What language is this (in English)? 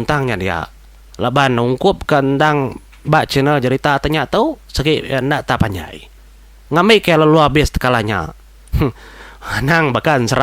Iban